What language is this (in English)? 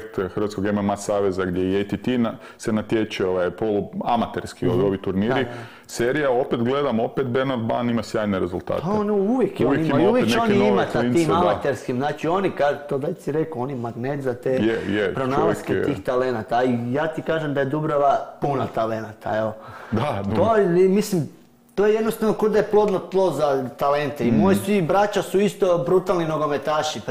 Croatian